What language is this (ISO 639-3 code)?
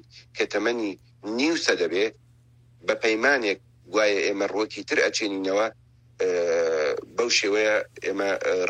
ckb